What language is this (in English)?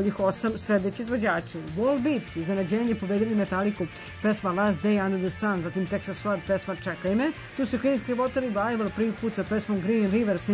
Serbian